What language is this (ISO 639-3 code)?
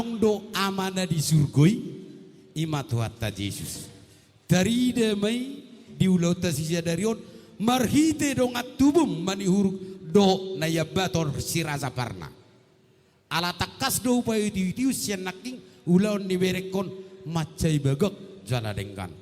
bbc